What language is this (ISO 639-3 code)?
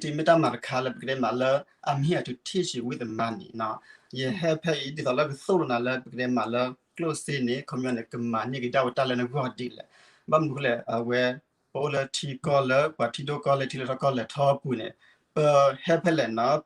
ksw